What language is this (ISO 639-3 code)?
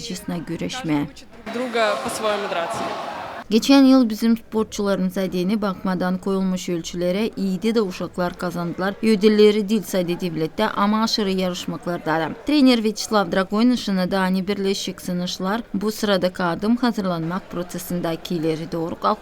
gag